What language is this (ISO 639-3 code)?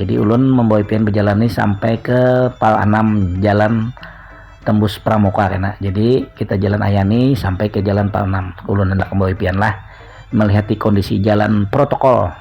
bjn